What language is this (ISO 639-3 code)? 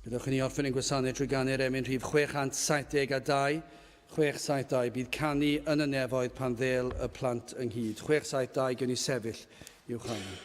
cym